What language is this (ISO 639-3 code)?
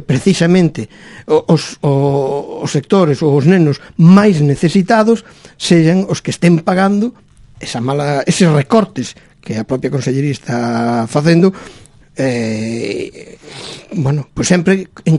glg